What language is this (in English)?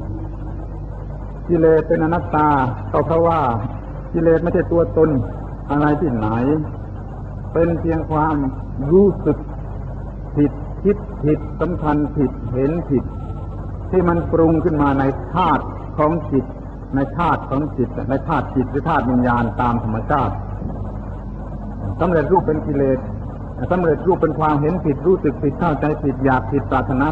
Thai